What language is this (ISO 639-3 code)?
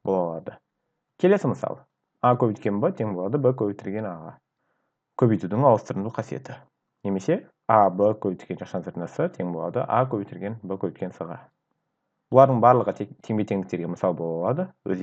kaz